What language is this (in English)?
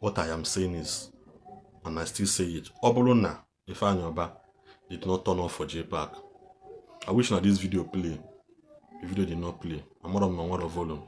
Igbo